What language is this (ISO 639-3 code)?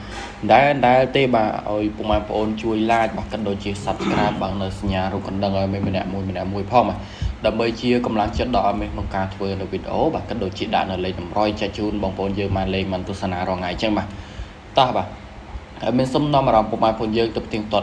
khm